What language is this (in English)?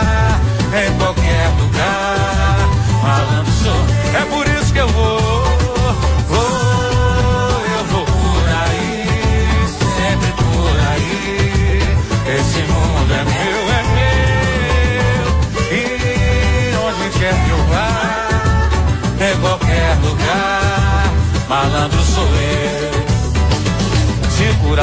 Portuguese